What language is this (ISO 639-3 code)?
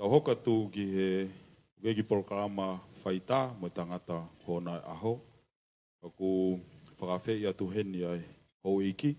ton